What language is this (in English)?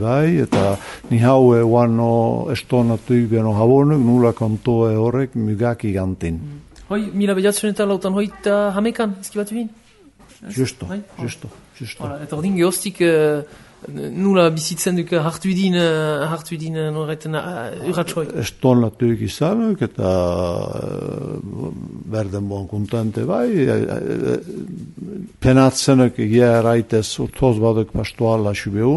Basque